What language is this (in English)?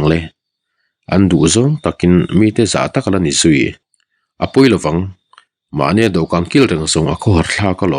Mizo